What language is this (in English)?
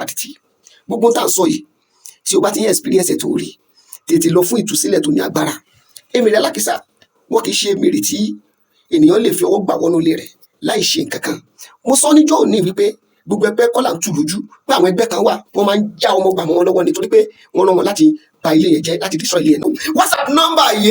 Yoruba